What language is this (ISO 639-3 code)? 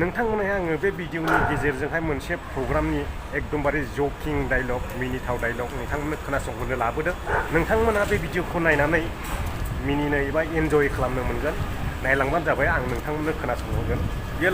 brx